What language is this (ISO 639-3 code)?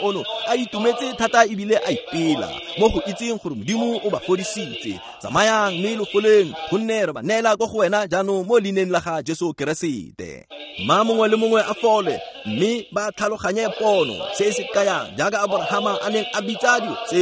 tsn